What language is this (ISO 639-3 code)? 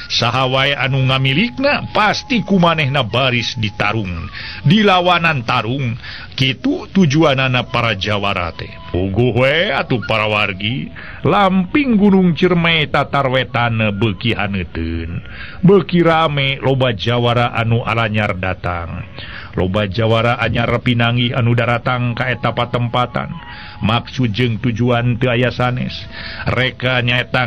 sun